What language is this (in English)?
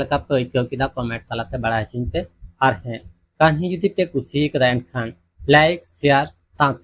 Santali